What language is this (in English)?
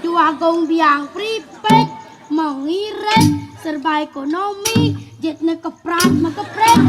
Balinese